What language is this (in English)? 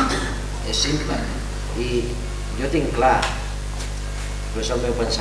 Catalan